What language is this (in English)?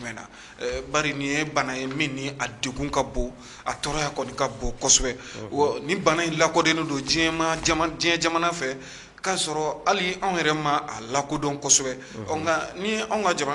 Bambara